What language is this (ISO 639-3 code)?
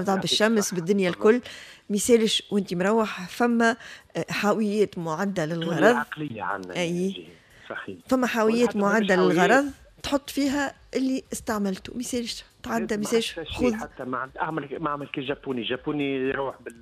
aeb